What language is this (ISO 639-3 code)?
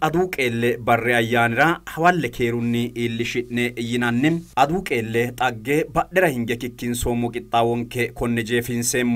sid